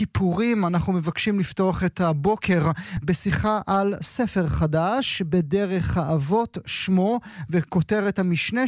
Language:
Hebrew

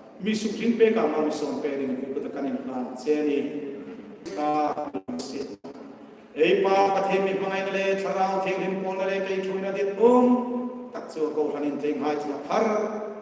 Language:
Hmar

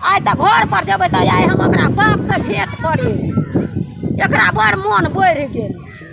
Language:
Maithili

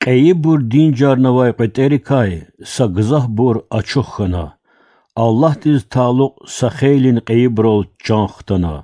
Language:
Lezghian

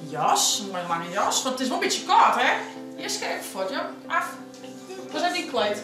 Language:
Western Frisian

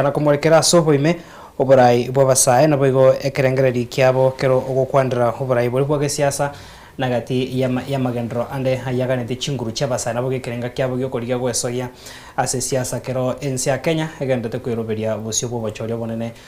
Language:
Gusii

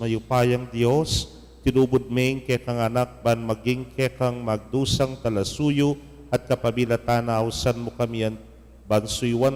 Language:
Pampanga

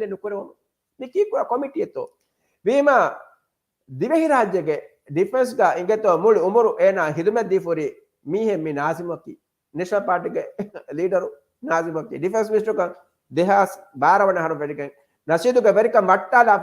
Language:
Divehi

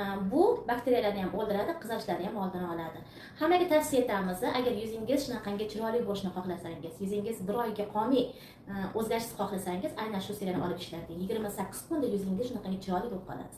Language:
Uzbek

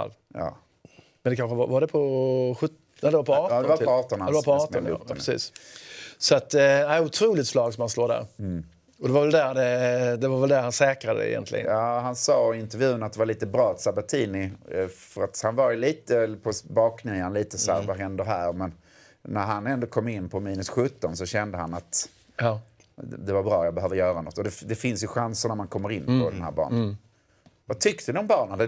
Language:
Swedish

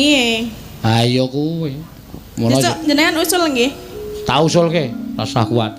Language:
Javanese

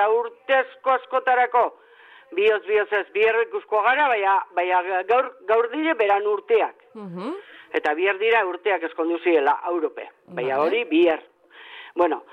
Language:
Basque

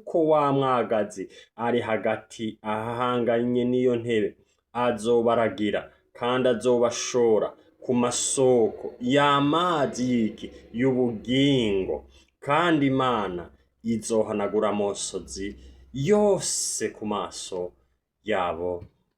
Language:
Rundi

